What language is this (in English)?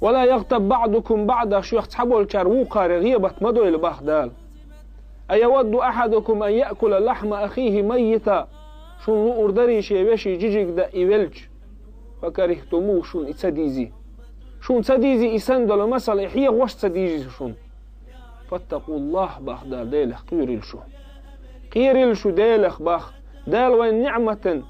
Chechen